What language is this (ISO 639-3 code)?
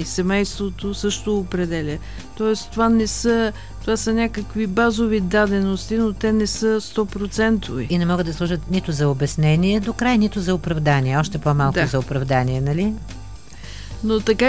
bul